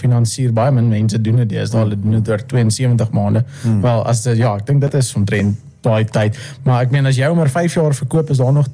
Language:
Afrikaans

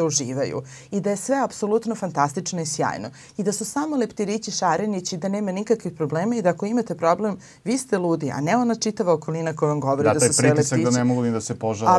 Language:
Serbian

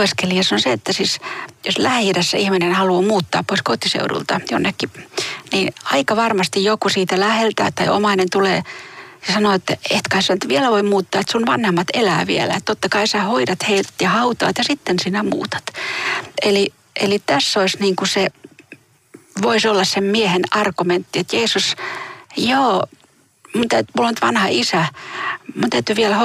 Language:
Finnish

